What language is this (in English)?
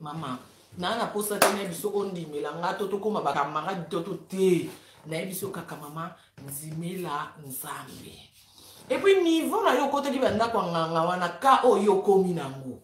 Lingala